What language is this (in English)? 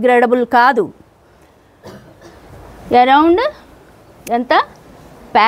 Telugu